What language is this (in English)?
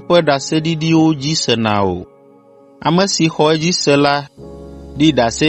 Ewe